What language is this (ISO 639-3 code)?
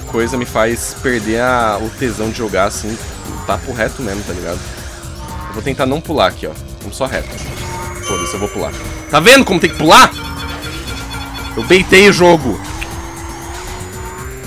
por